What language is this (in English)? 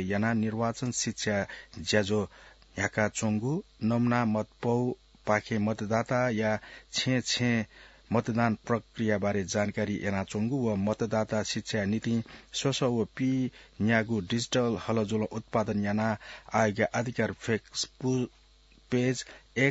Newari